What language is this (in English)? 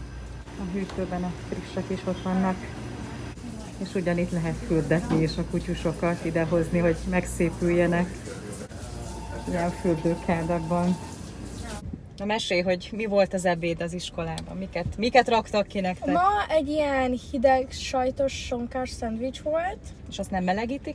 Hungarian